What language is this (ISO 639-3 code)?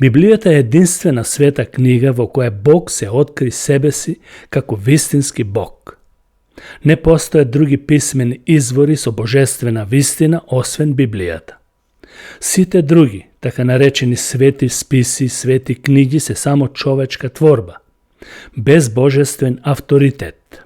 mkd